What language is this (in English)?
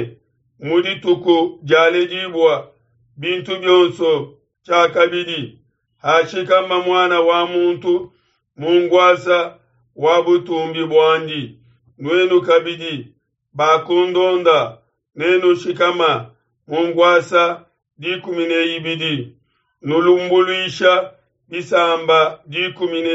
Luba-Lulua